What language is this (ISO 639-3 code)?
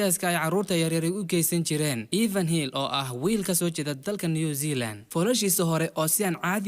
som